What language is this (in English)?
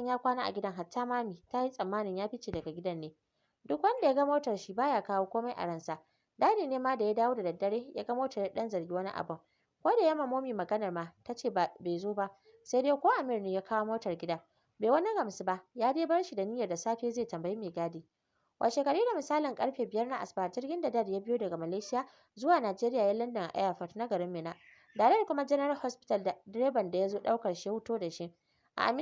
Hausa